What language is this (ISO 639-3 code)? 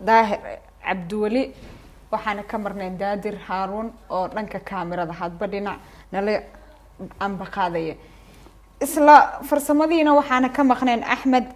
som